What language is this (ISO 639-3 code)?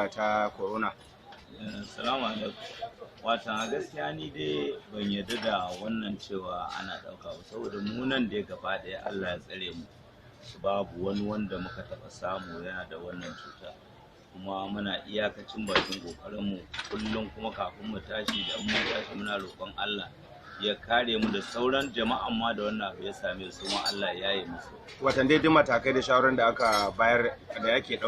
hau